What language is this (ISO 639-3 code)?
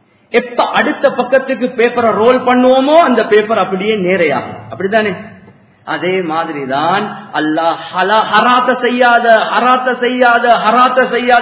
tam